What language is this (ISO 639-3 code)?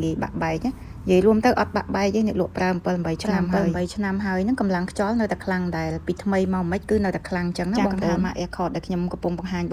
khm